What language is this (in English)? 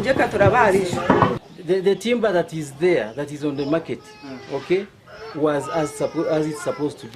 Nyankole